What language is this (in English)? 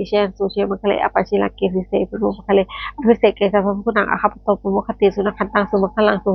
Pali